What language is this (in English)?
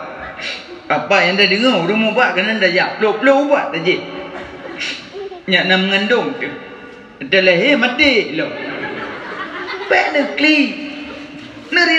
Malay